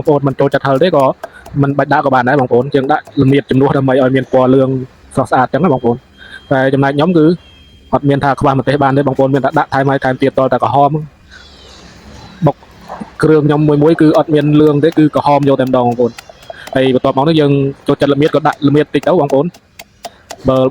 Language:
Khmer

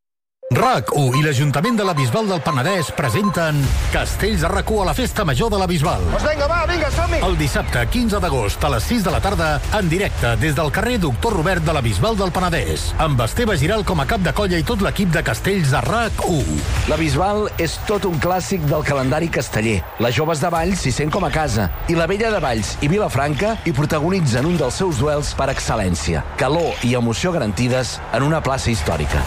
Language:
Catalan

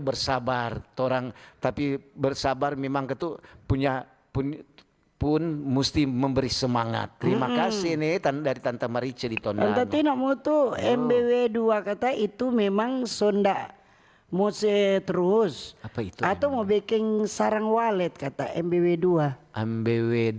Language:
Manado Malay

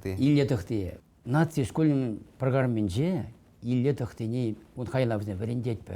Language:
Chuvash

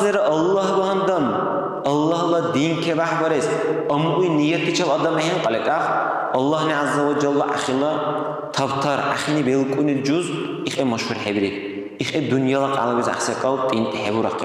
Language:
Dargwa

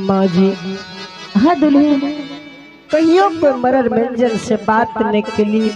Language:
Angika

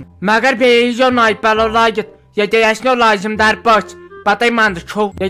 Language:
Kashmiri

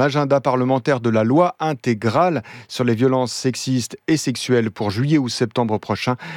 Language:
French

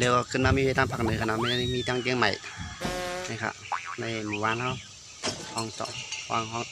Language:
Shan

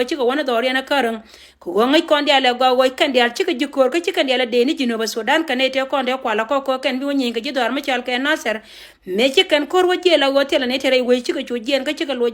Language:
Nuer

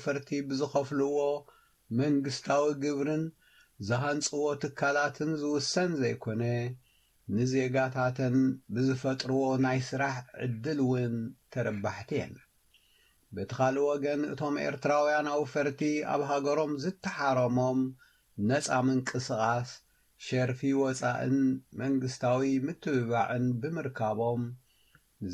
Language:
Tigrinya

